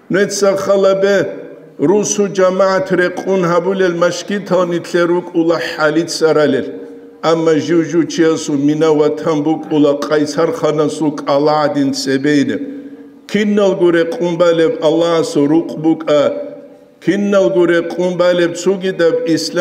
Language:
Avaric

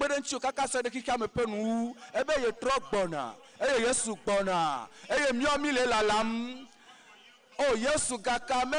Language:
Ewe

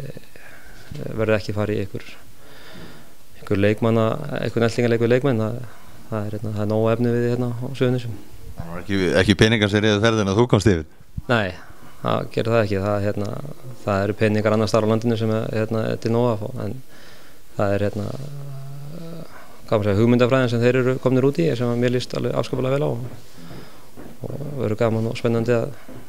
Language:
Icelandic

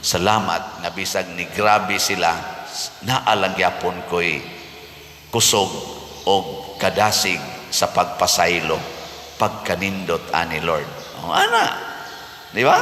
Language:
Cebuano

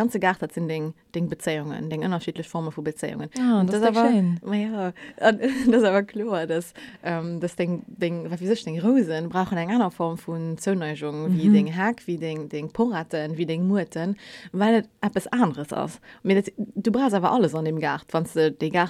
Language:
Luxembourgish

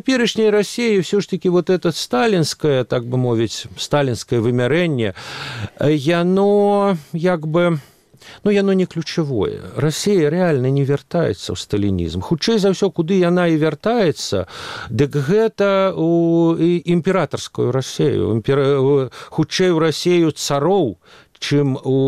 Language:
Belarusian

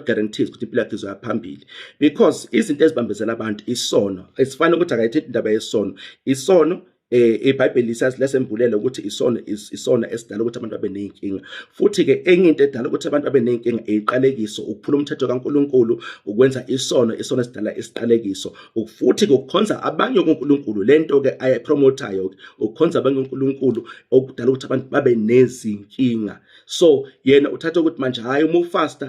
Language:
Zulu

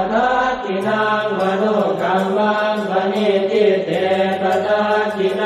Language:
Pali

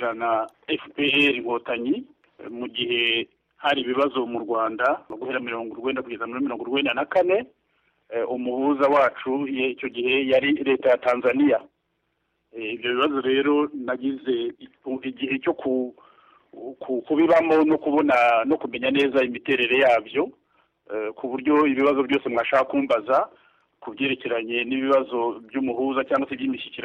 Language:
Kinyarwanda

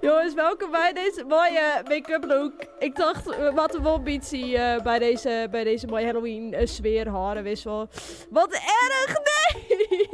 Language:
Western Frisian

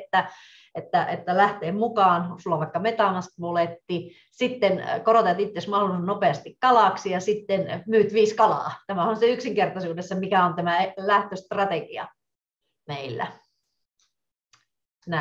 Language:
Finnish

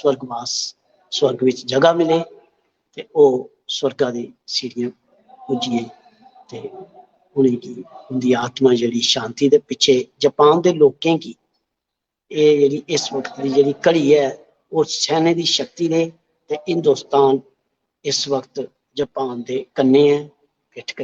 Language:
Dogri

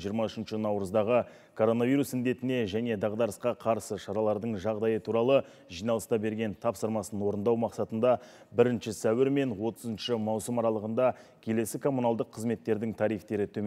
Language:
Kazakh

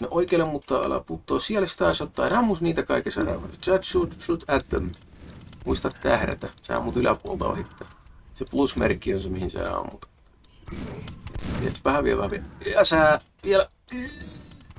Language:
Finnish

